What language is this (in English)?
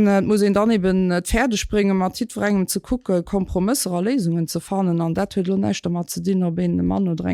Luxembourgish